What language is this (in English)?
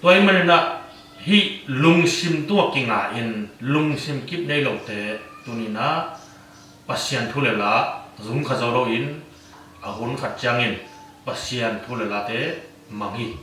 Tedim Chin